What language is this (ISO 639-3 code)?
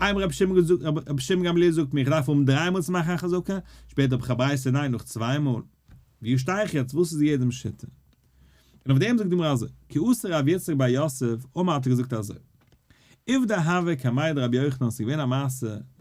yid